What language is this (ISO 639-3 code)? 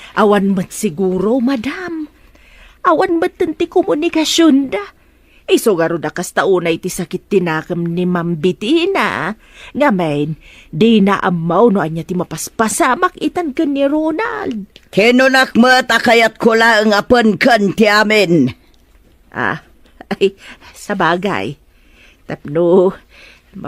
ilo